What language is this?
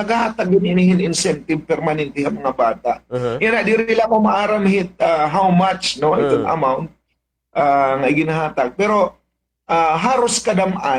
Waray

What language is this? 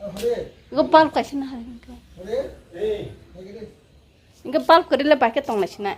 Kok Borok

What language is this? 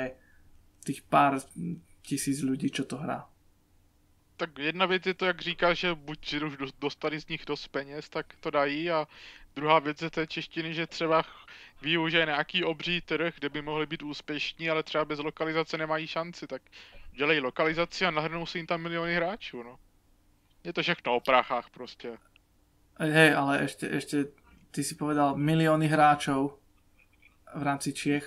Slovak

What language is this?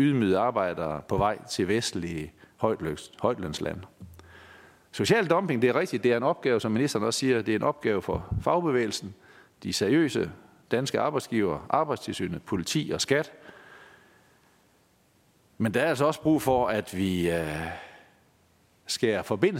Danish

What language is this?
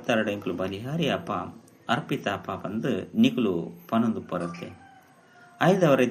Tulu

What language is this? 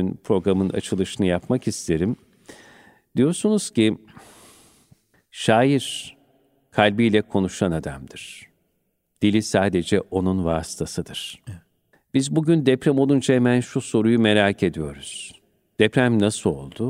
Turkish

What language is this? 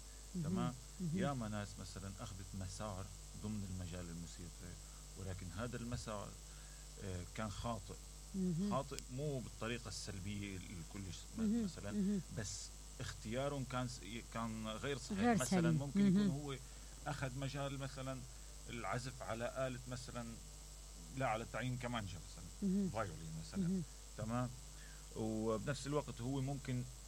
Mesopotamian Arabic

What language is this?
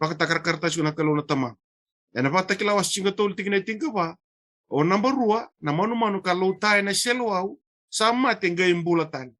Fijian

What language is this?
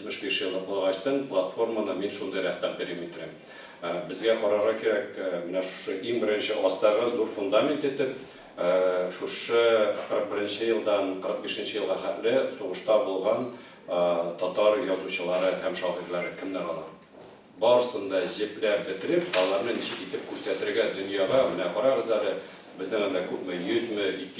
Tatar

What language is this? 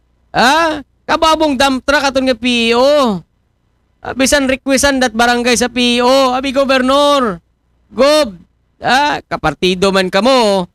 Aklanon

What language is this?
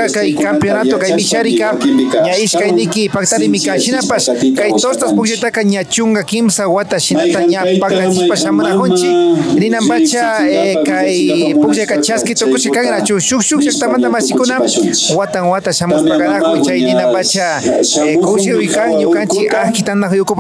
Imbabura Highland Quichua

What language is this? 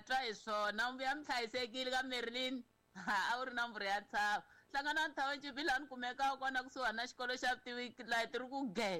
Tsonga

